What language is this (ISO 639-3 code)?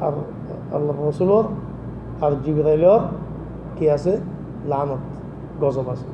rhg